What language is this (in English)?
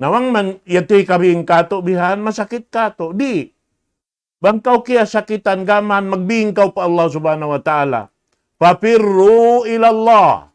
Tausug